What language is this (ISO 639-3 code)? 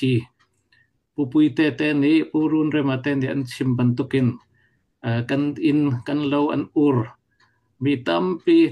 cfm